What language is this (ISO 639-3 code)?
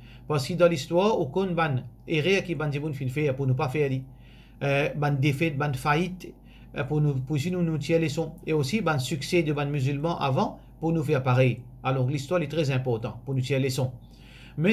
mfe